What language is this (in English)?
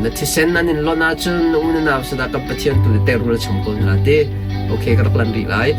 Hakha Chin